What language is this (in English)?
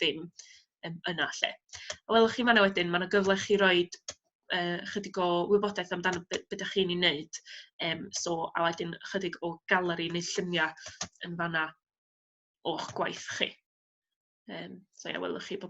Welsh